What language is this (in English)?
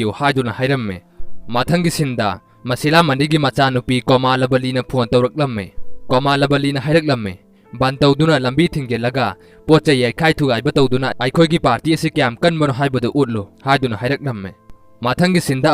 Manipuri